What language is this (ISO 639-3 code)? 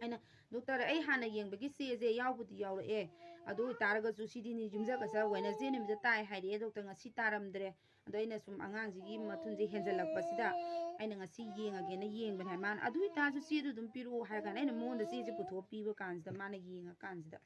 mni